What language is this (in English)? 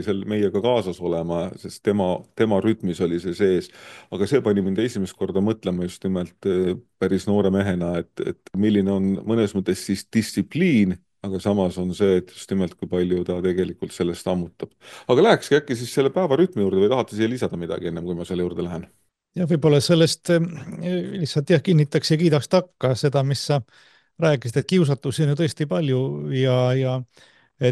Estonian